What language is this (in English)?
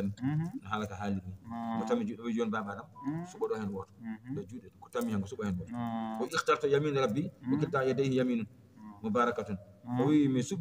Fula